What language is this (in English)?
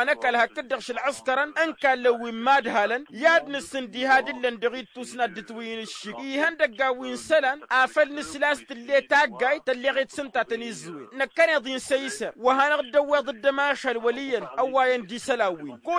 Tamasheq